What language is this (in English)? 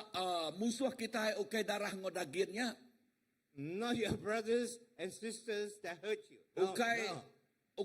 Iban